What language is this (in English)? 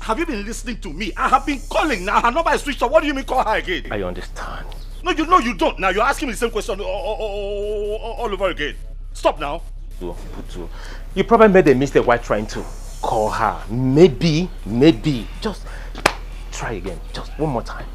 Nigerian Pidgin